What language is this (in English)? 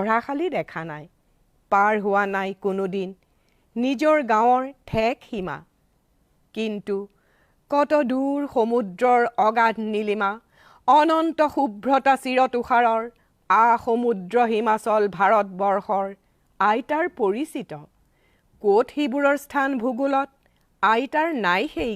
Assamese